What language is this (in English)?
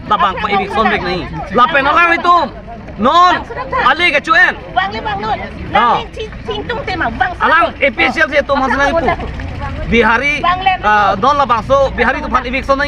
Karbi